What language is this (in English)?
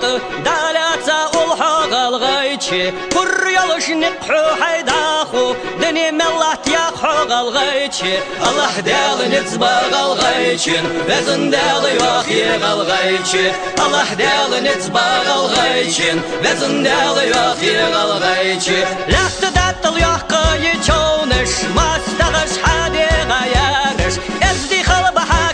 Ingush